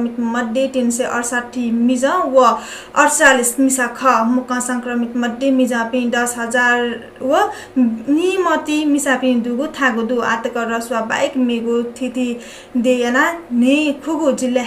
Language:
Newari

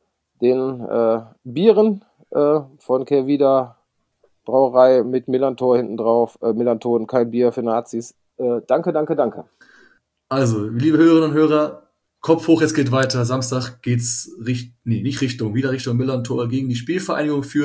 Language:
German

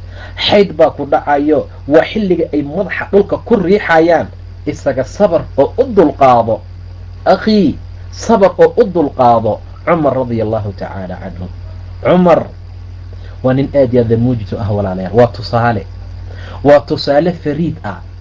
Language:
Somali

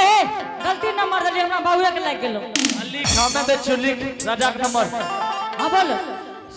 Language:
Angika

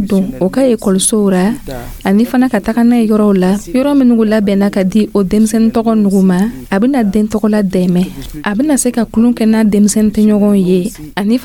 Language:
Dyula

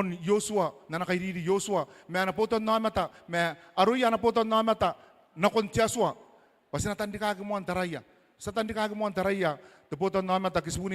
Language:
Gilbertese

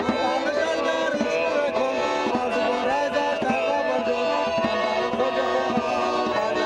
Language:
Ossetic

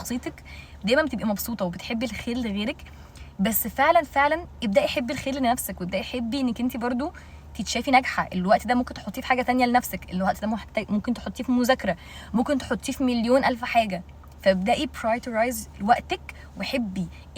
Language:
Egyptian Arabic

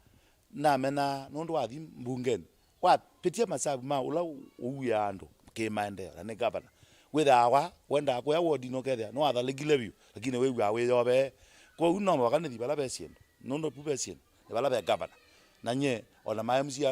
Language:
Kamba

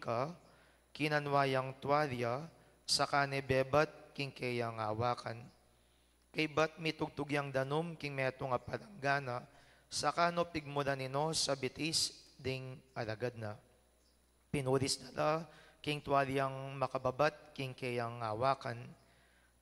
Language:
Pampanga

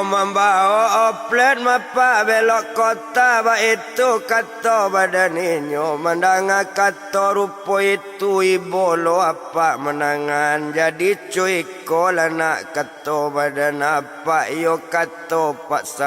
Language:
Minangkabau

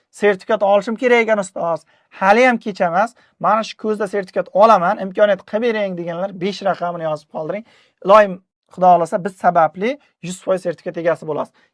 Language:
Uzbek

